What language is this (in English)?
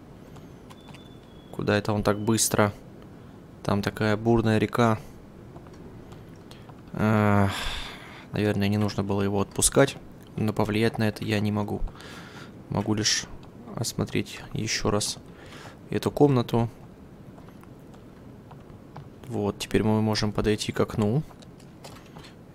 Russian